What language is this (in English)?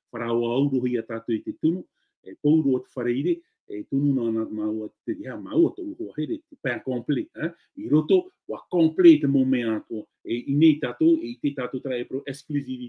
Tahitian